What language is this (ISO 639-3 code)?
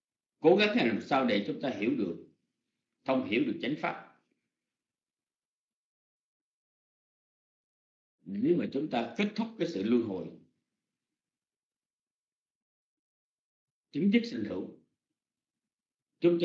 vie